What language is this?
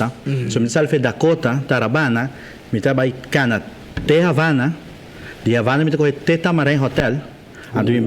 Papiamento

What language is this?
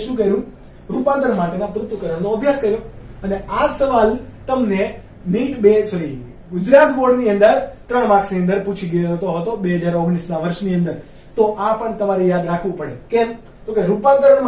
Gujarati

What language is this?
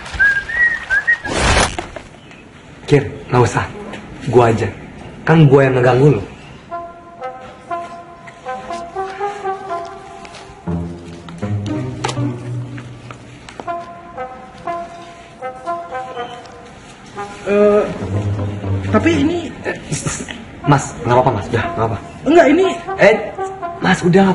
Indonesian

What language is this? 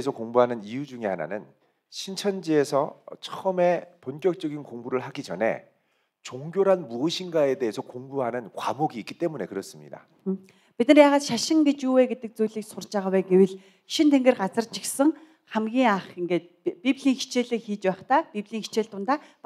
Korean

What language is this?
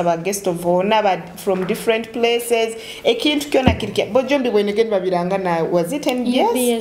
Tooro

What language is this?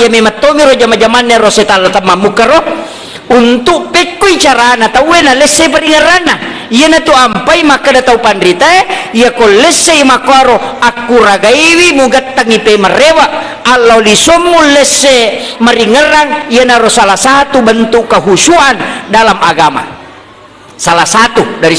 Buginese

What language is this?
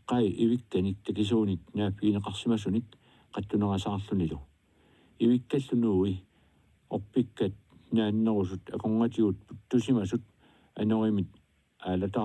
Kalaallisut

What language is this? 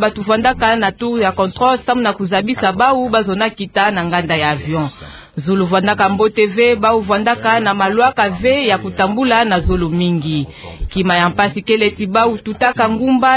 Kituba (Democratic Republic of Congo)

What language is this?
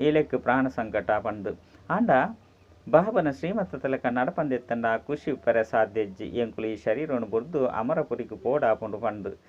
Tulu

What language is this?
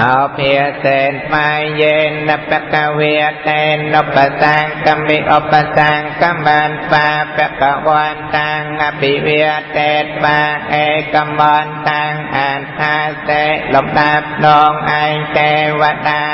Khmer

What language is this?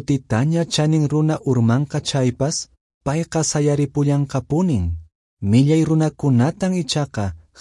Quechua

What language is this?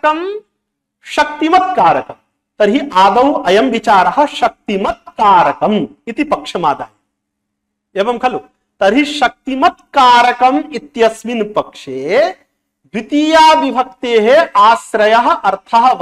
Sanskrit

